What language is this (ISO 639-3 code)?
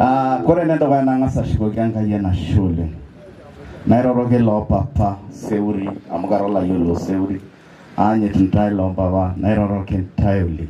mas